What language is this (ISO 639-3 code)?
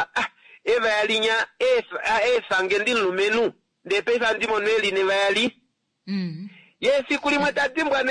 kua